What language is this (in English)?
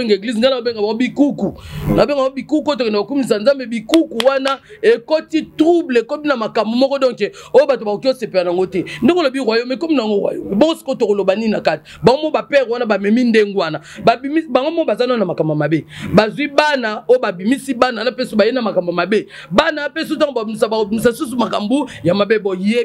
Lingala